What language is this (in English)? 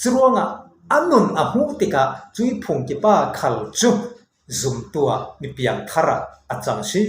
Falam Chin